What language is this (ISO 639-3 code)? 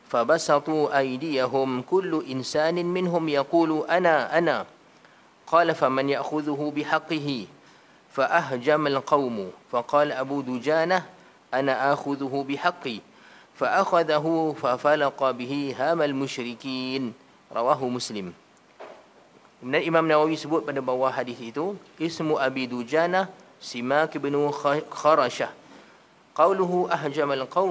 msa